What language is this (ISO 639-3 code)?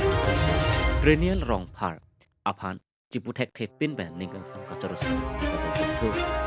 mjw